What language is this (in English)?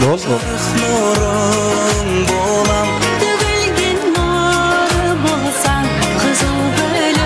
Kara-Kalpak